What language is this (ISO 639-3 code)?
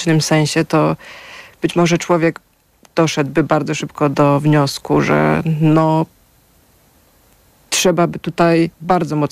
pol